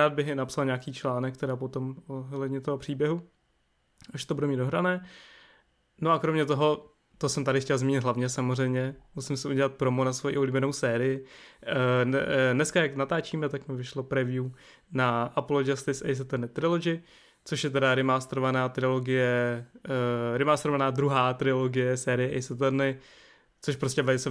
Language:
Czech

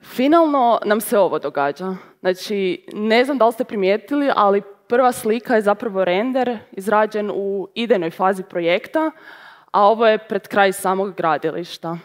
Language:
Croatian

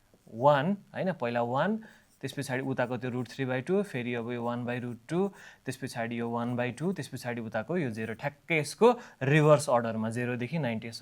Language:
Nepali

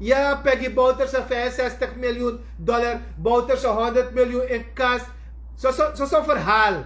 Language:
Sranan Tongo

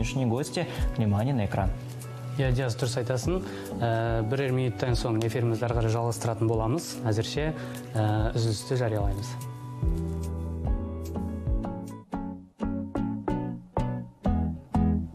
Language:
Kazakh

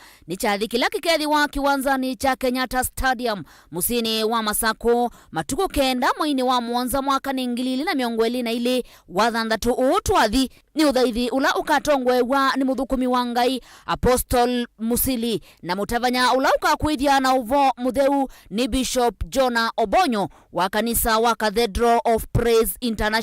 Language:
Kamba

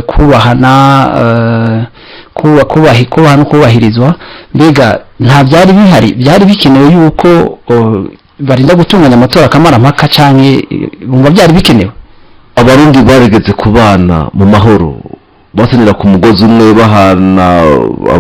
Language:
Rundi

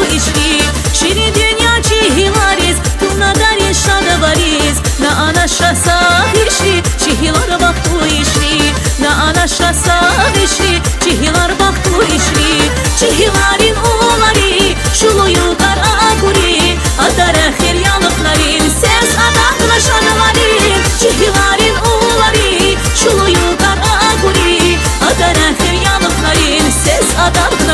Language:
Tabassaran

